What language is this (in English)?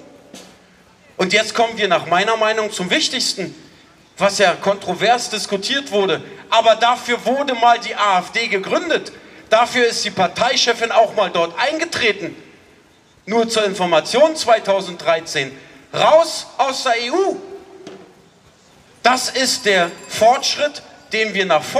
German